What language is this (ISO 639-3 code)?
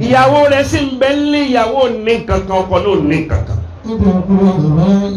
yor